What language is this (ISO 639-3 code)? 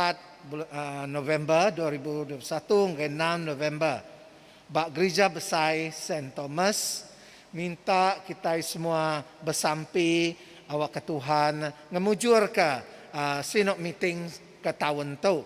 iba